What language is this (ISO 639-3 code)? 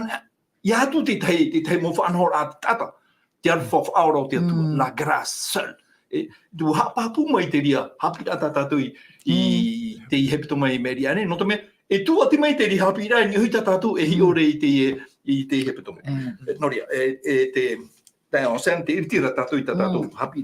tah